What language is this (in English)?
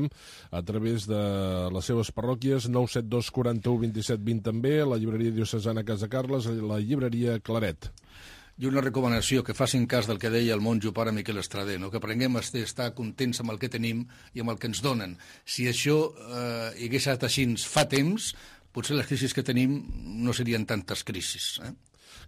Catalan